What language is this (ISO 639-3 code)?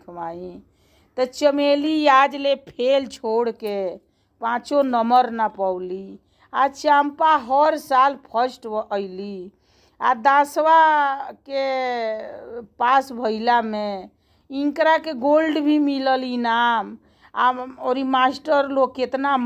bho